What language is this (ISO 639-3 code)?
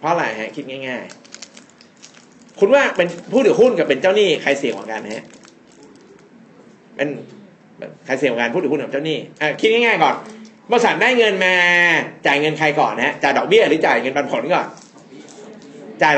tha